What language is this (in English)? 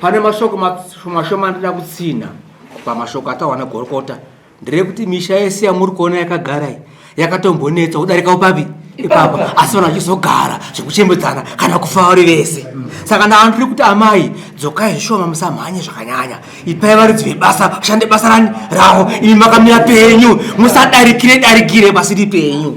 Shona